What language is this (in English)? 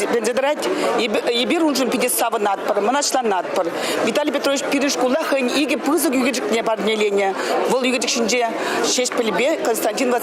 Chuvash